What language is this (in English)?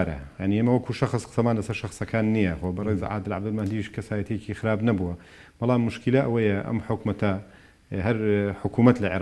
Central Kurdish